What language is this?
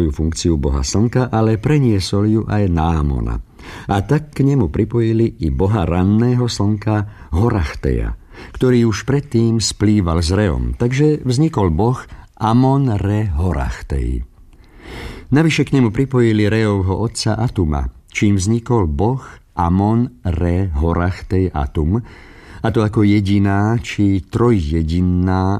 Slovak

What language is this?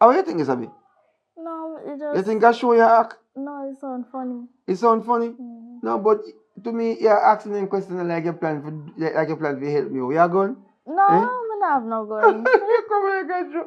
Jamaican Creole English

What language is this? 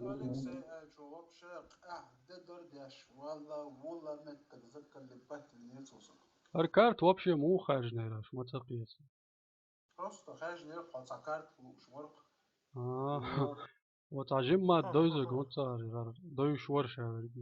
Chechen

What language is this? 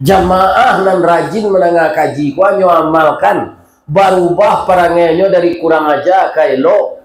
Minangkabau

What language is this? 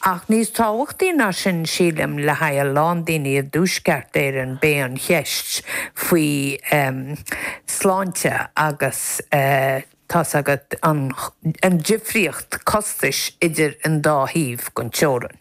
Irish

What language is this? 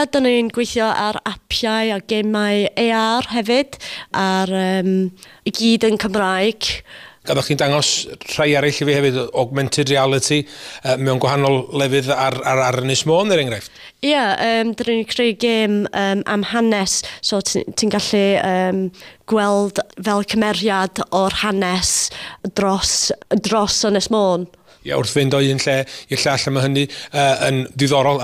Welsh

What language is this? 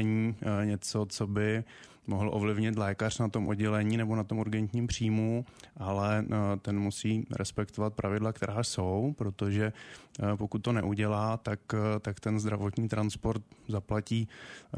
Czech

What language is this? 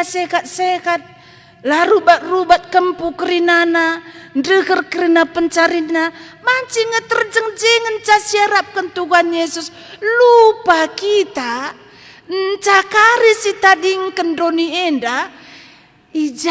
Batak Karo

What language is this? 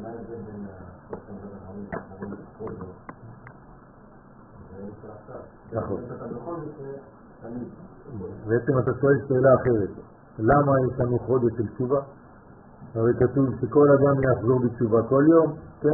Hebrew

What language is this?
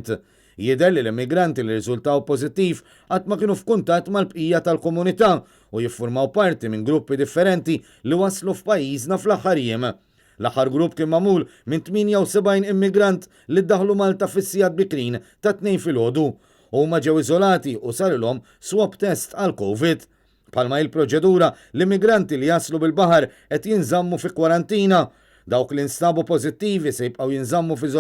Maltese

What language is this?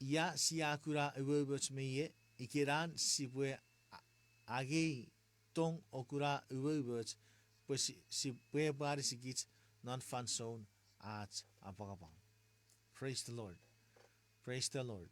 Chuukese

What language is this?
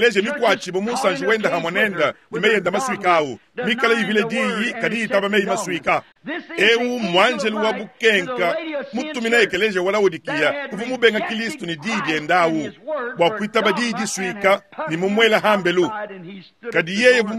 Luba-Lulua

